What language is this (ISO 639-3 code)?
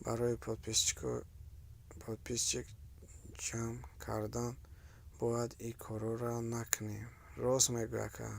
tgk